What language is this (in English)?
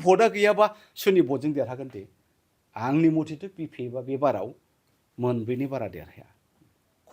Bodo